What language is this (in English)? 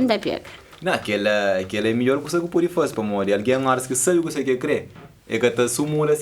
Kabuverdianu